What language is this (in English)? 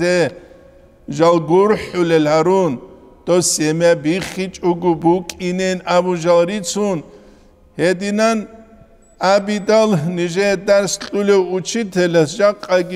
Avaric